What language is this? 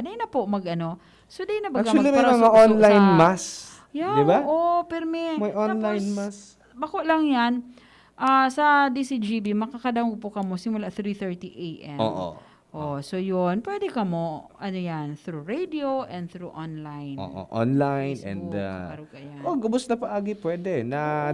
Bikol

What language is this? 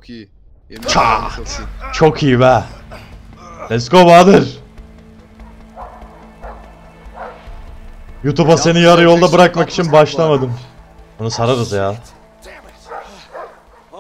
Turkish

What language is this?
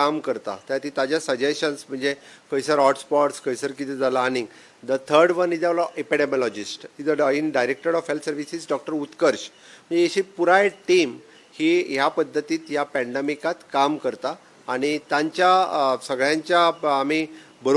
Konkani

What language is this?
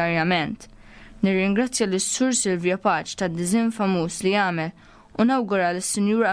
Maltese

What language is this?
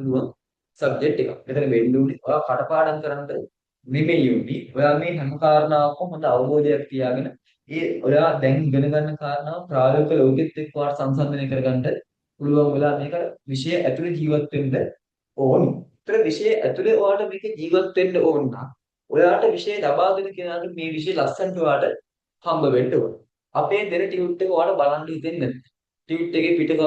Sinhala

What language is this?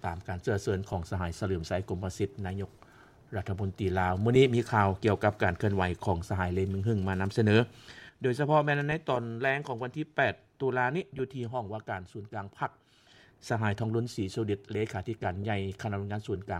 Lao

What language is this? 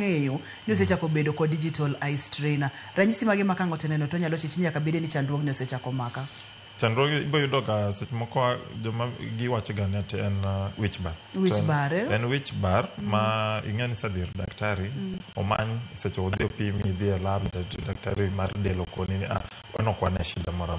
Luo (Kenya and Tanzania)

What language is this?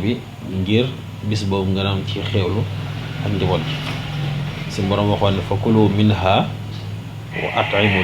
Wolof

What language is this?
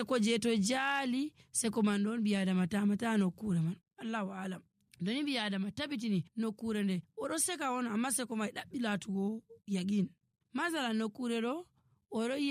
Nigerian Fulfulde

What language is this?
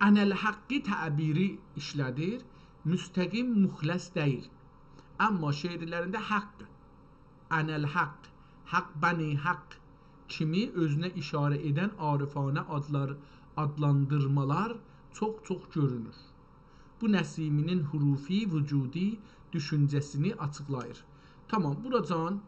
South Azerbaijani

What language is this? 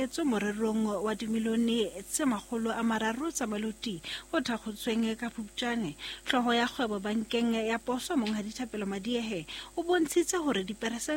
Southern Sotho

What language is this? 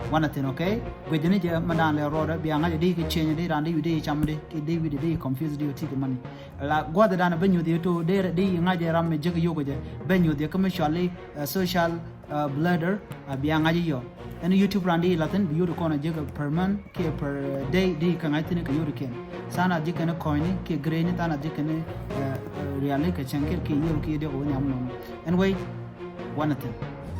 Nuer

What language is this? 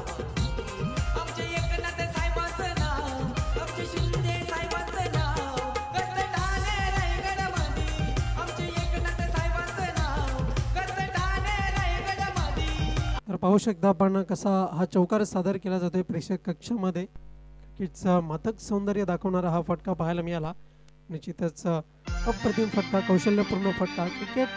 Marathi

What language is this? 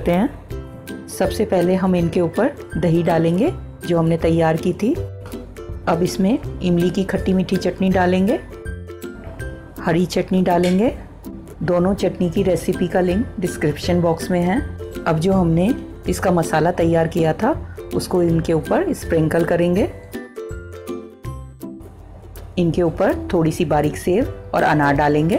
Hindi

